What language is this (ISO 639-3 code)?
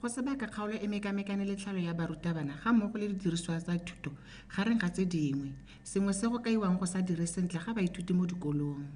tsn